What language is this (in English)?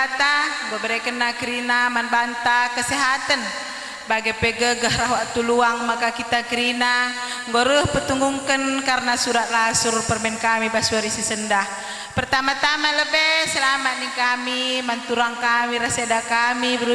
Batak Karo